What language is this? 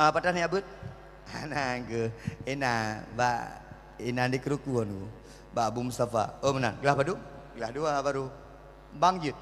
Achinese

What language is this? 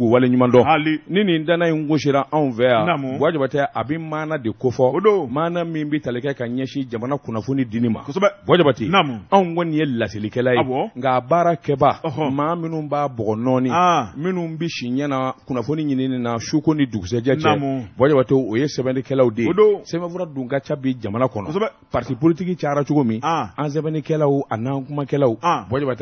Bambara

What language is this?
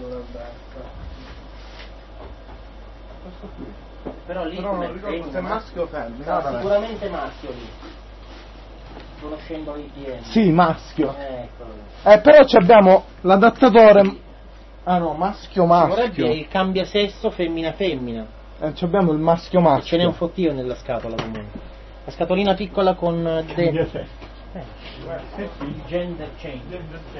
Italian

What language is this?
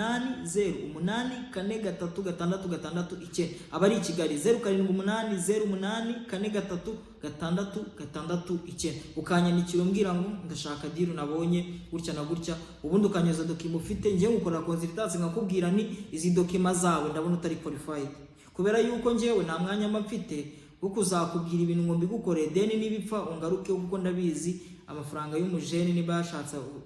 Kinyarwanda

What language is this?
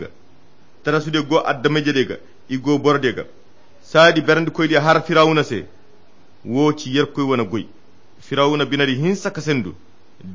Koyra Chiini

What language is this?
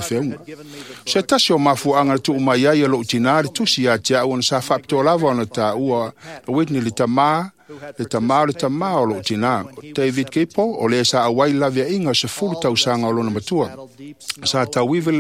Samoan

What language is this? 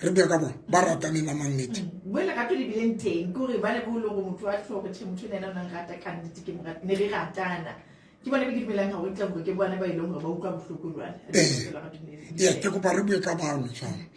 Southern Sotho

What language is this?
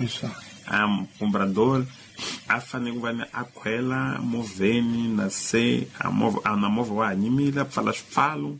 Tsonga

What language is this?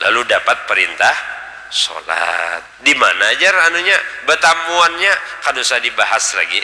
Banjar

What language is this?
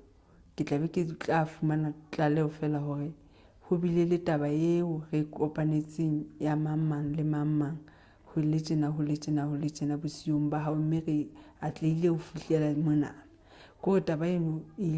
Southern Sotho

